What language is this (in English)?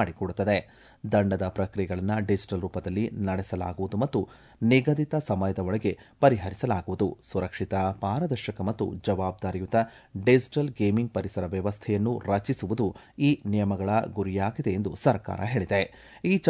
Kannada